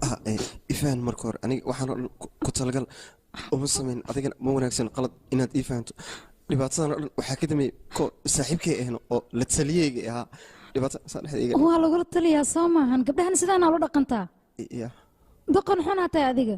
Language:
Somali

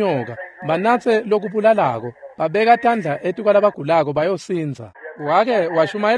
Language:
Swati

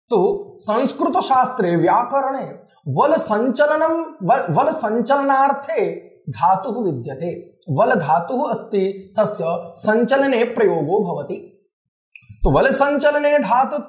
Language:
Sanskrit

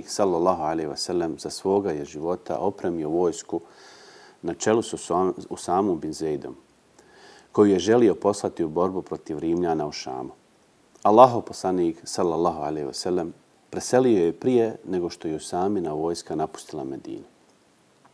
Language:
Bosnian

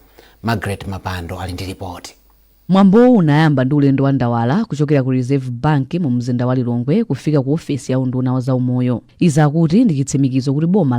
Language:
Nyanja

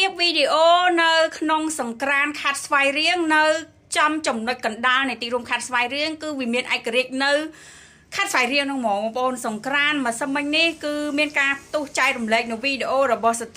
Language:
Khmer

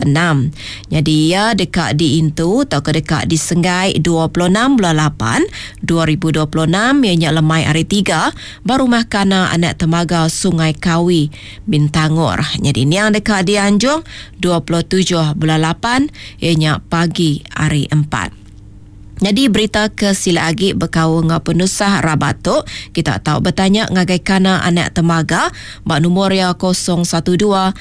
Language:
Iban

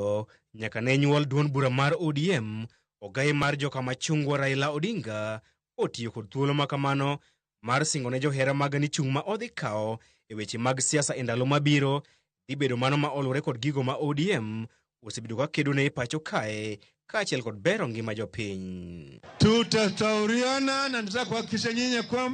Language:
Luo (Kenya and Tanzania)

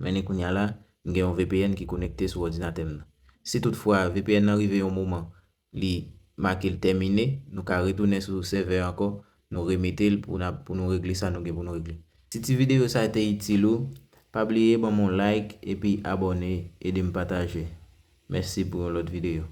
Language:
Haitian Creole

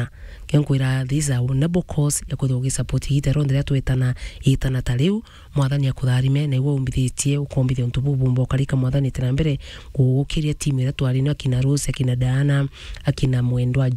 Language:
Meru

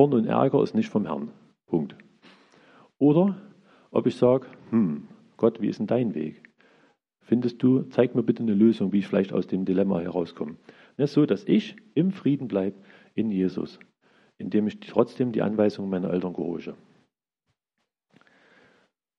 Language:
German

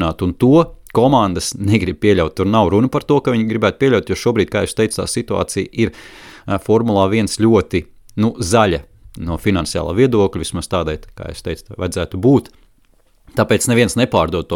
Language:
Latvian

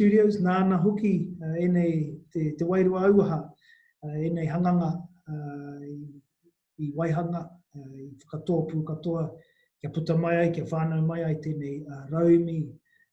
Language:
Māori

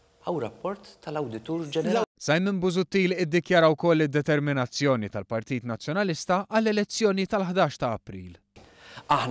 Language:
Maltese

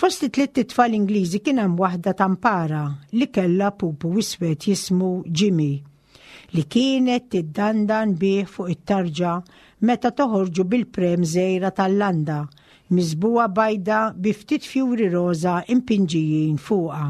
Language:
Maltese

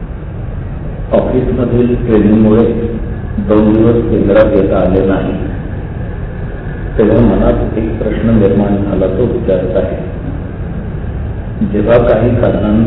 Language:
Marathi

